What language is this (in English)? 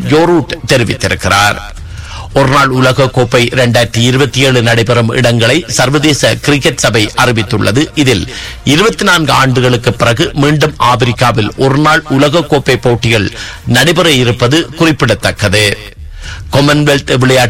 Tamil